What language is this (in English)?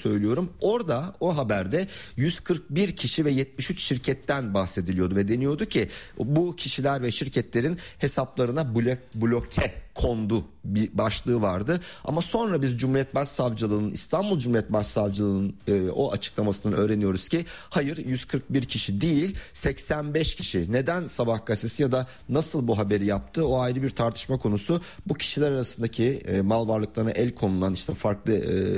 Turkish